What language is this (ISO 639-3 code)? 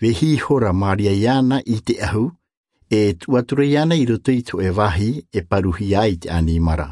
tah